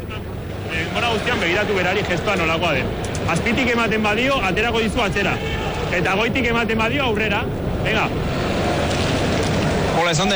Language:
Basque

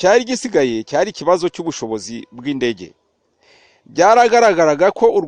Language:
Rundi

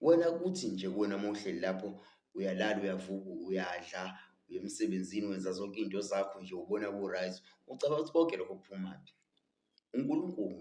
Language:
Zulu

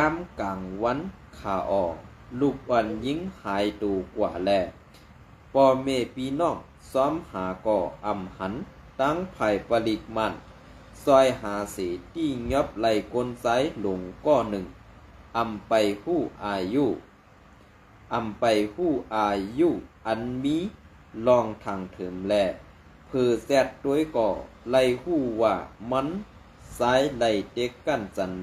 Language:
Shan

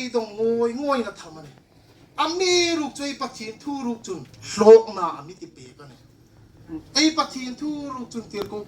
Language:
Hmar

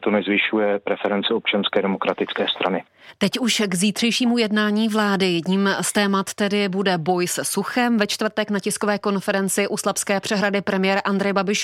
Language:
Czech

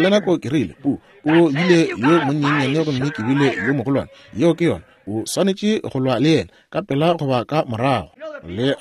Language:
Northern Sotho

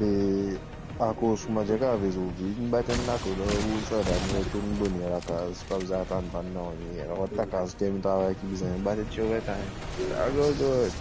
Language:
Morisyen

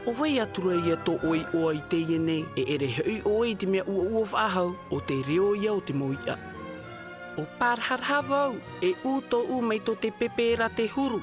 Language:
Tahitian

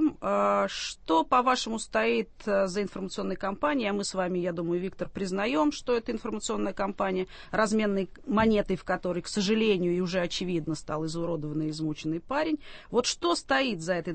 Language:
Russian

